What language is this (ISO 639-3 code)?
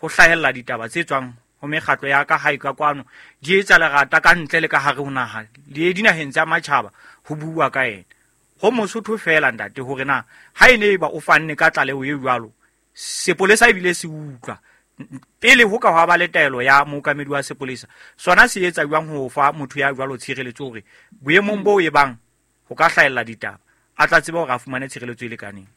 sot